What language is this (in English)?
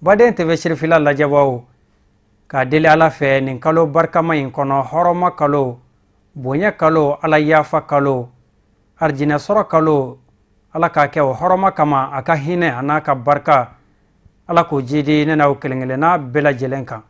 Bambara